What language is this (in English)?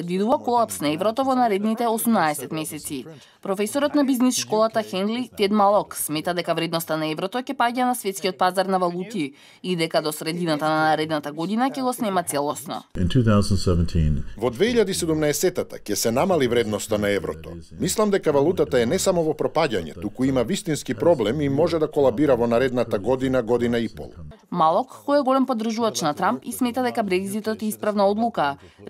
Macedonian